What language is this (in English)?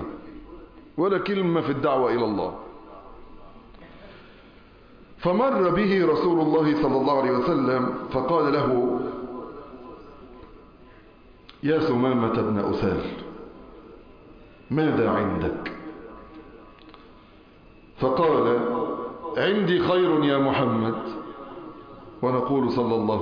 Arabic